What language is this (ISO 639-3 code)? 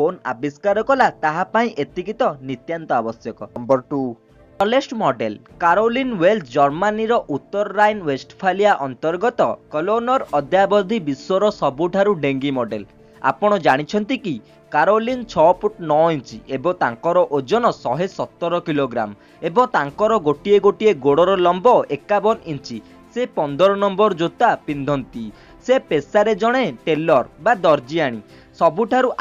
ori